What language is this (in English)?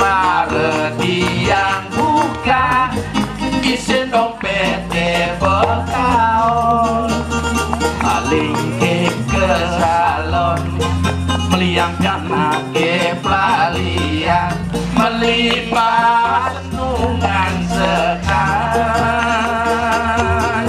Balinese